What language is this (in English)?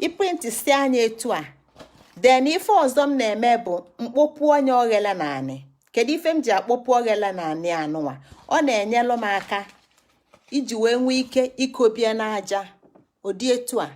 Igbo